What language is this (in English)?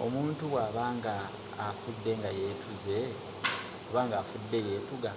Ganda